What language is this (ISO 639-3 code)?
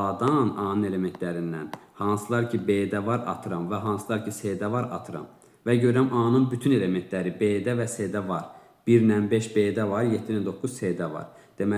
aze